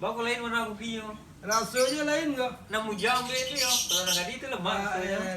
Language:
Minangkabau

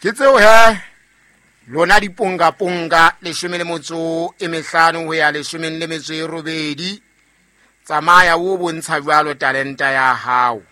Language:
Southern Sotho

